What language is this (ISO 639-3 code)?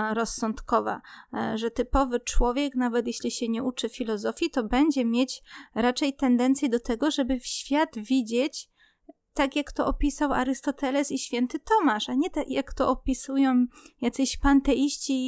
pol